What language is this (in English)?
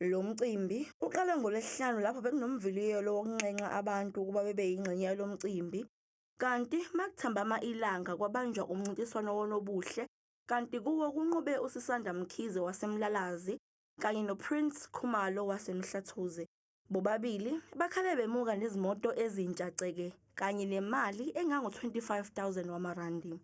Zulu